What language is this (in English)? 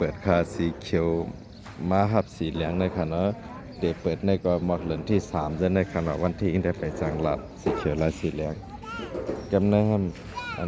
Shan